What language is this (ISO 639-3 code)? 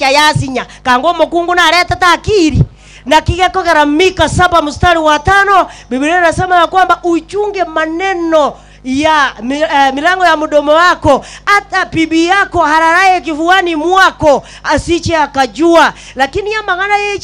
guz